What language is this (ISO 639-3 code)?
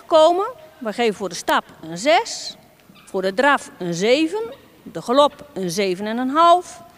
nld